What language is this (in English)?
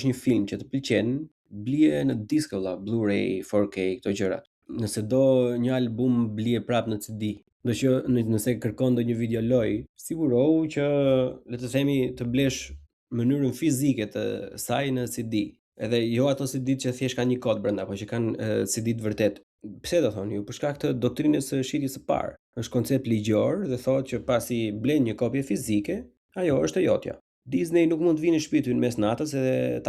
Albanian